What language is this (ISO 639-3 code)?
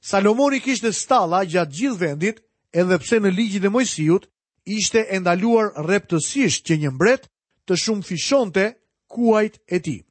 sqi